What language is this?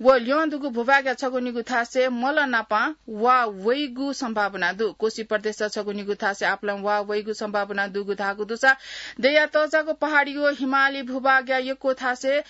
Newari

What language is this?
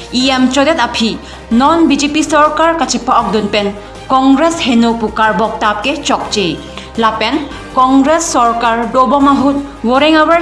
Karbi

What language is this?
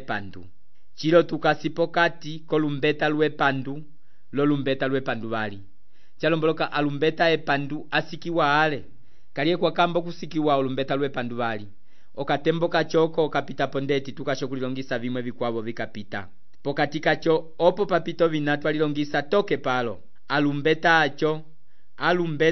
Umbundu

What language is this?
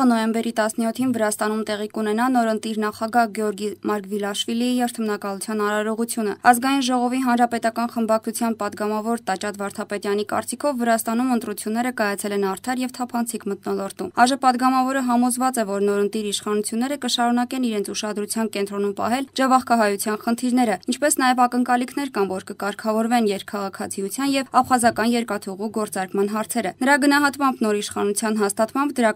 Armenian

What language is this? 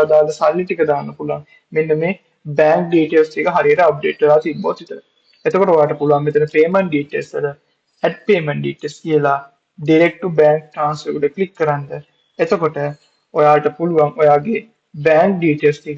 Sinhala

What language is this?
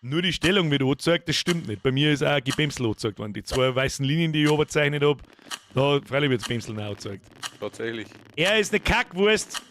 Bavarian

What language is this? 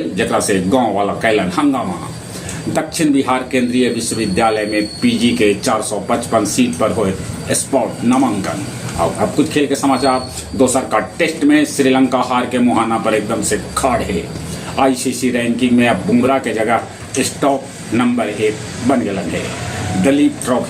Magahi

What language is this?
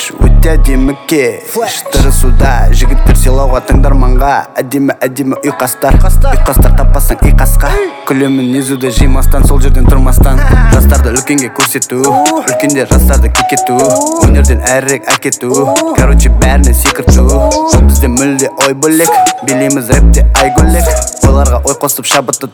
Kazakh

